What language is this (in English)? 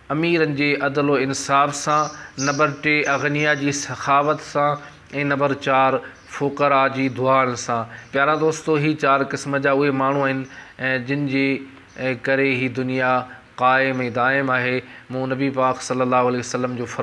Sindhi